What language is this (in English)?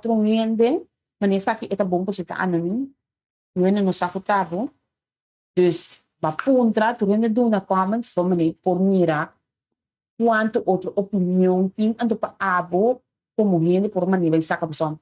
Papiamento